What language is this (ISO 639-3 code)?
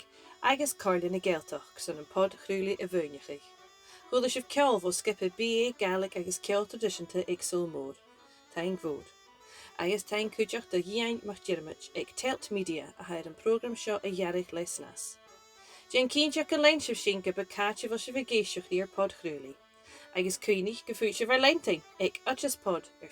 gla